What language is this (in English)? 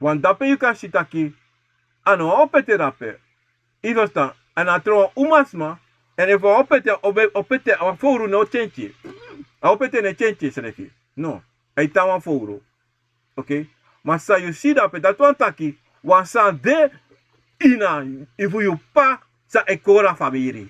Sranan Tongo